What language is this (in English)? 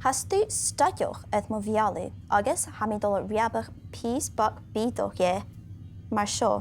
Scottish Gaelic